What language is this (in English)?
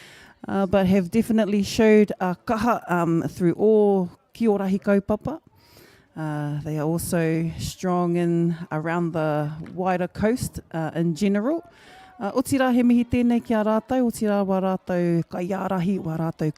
Māori